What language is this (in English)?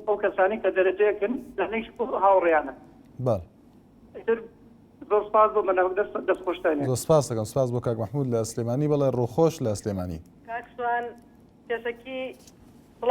Central Kurdish